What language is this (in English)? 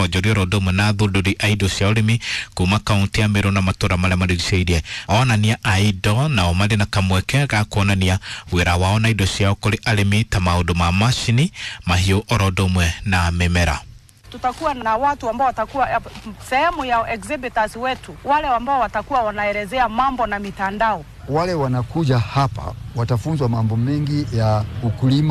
Kikuyu